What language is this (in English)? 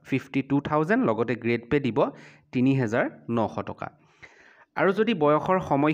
Assamese